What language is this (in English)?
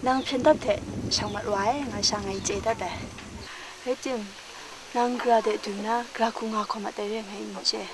Kachin